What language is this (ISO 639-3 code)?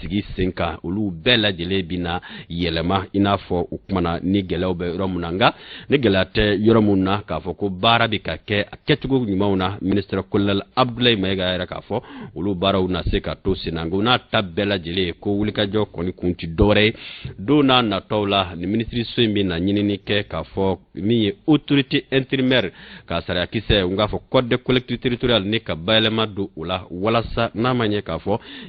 bam